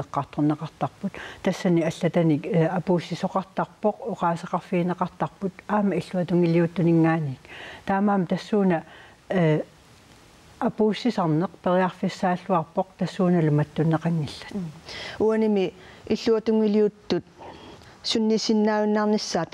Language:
Kalaallisut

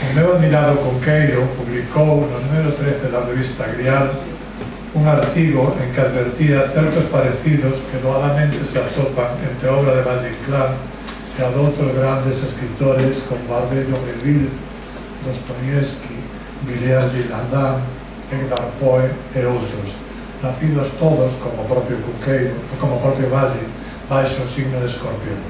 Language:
Galician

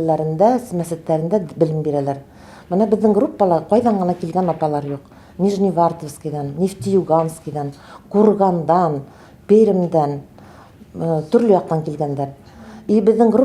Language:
Bashkir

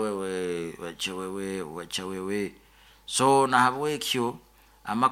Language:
Nyoro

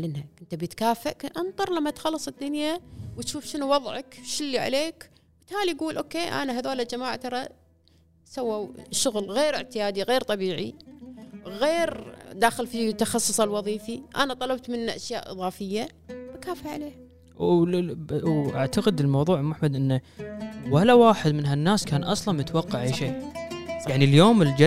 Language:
Gulf Arabic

